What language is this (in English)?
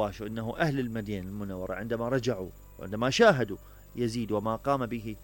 Mesopotamian Arabic